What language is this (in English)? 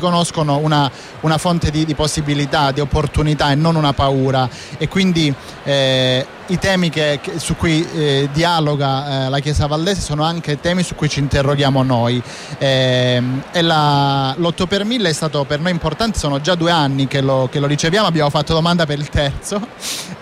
Italian